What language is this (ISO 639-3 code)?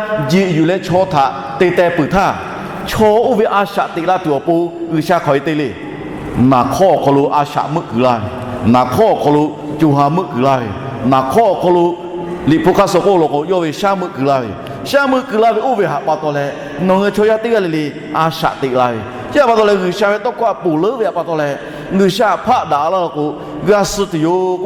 lhu